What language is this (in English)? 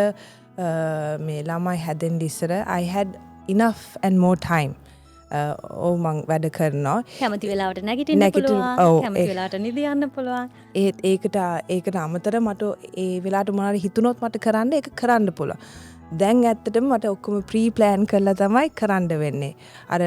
Sinhala